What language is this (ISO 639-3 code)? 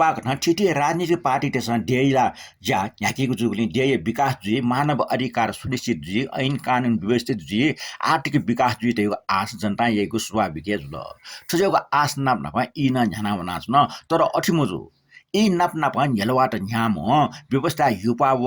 new